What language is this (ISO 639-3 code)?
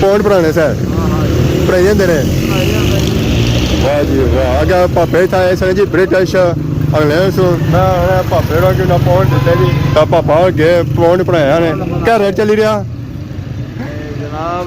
phr